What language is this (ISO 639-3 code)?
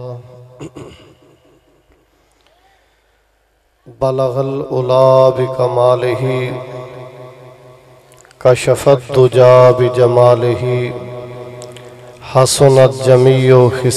lah